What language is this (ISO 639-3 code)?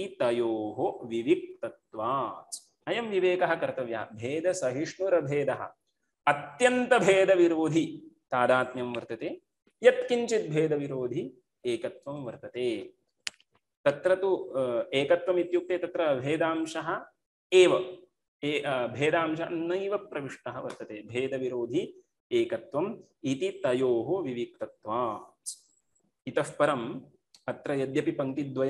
san